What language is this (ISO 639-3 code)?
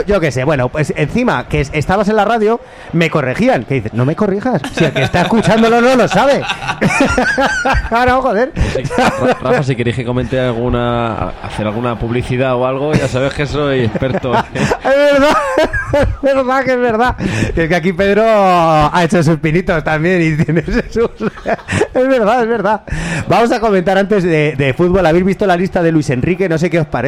spa